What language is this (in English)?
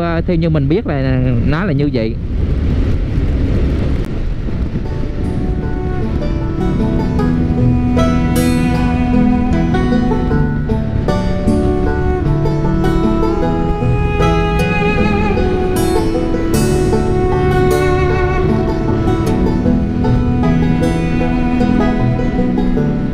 Vietnamese